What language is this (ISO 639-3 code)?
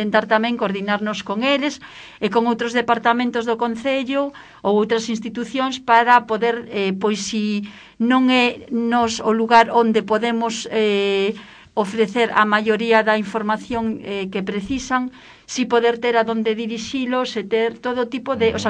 glg